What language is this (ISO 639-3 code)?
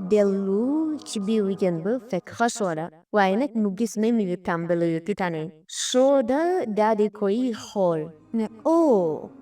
wol